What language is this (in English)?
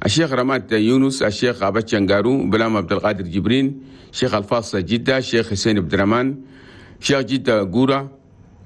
Chadian Arabic